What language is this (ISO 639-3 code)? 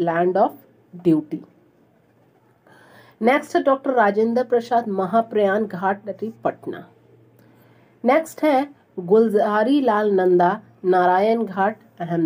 hin